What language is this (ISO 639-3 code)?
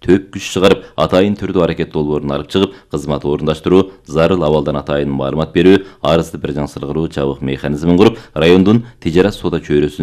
kir